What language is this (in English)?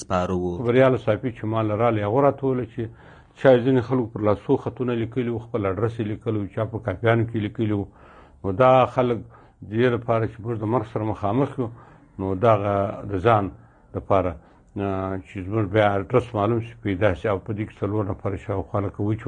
Pashto